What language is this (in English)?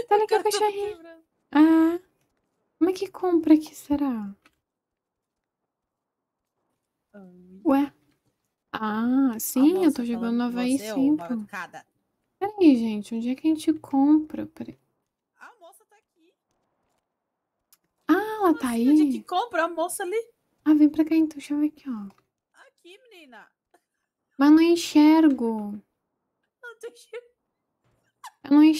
Portuguese